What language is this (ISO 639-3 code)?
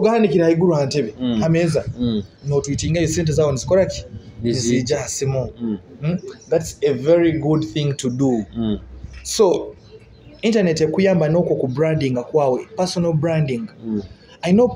nyo